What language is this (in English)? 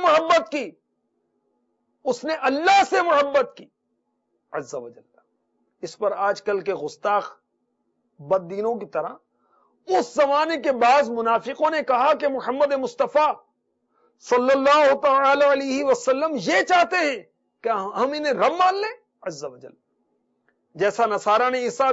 Urdu